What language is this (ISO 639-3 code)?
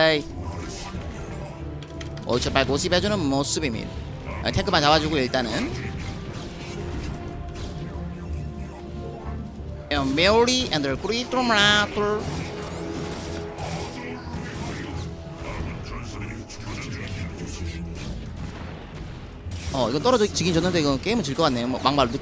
kor